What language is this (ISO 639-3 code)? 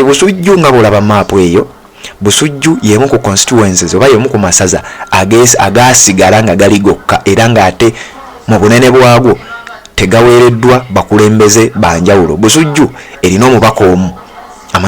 lug